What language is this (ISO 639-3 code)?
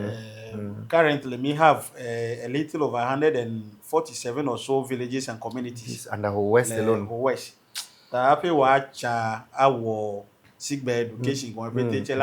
ewe